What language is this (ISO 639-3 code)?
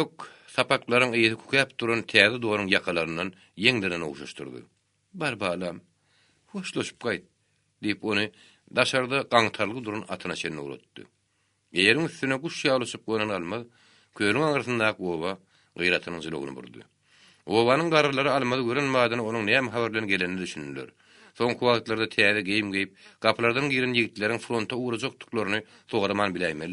tuk